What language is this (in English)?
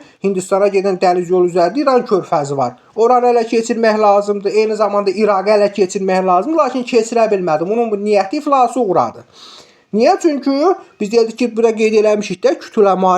Azerbaijani